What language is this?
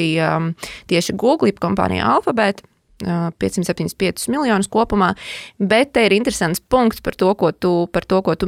Latvian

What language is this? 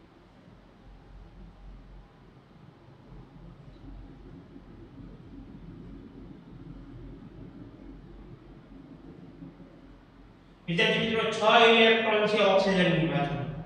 Gujarati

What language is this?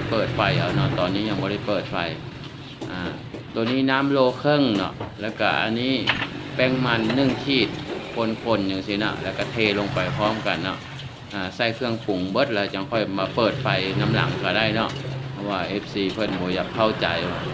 Lao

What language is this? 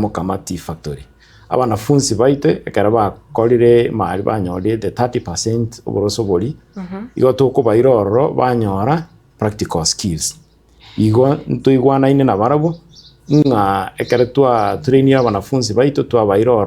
Gusii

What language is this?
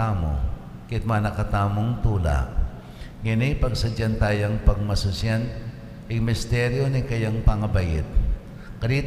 Pampanga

